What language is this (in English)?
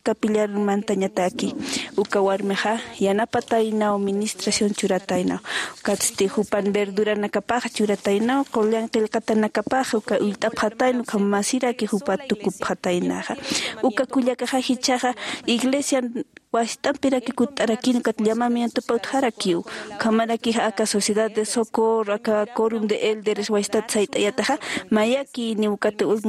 Aymara